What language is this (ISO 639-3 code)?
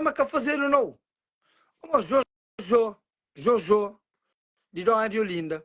kea